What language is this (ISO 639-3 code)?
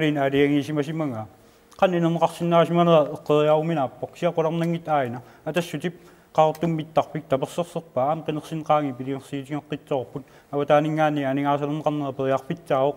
kal